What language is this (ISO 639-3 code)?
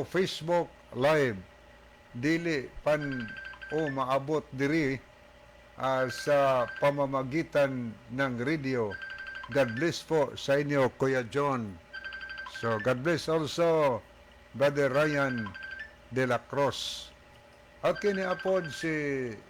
ceb